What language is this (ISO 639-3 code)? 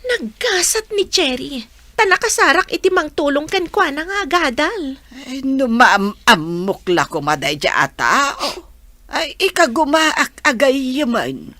ilo